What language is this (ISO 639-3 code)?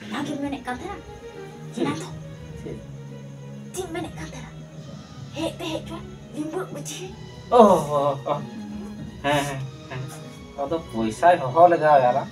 sat